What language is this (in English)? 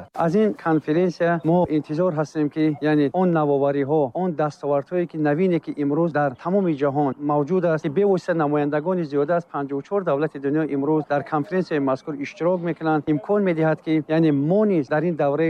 Tajik